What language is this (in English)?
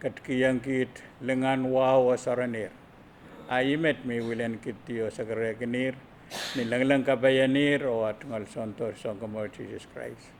Pohnpeian